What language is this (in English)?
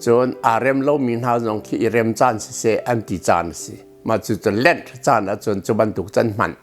Hakha Chin